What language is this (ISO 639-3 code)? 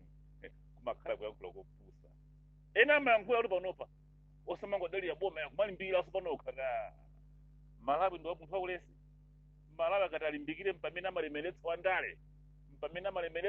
nya